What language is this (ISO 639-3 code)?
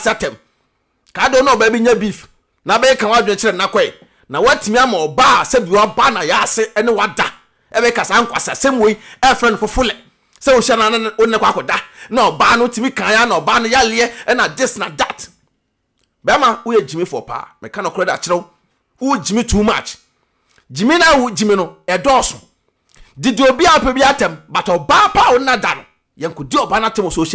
aka